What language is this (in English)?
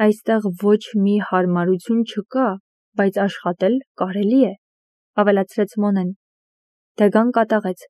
Armenian